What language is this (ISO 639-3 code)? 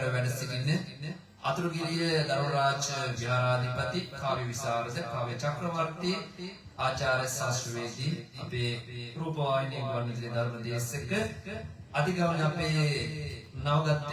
sin